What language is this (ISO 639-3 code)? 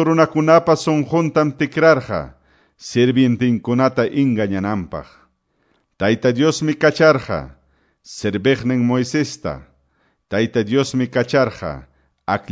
que